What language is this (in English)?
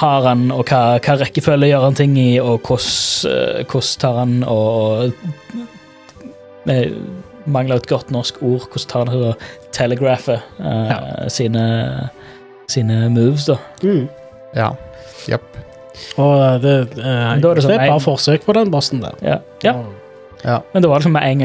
Norwegian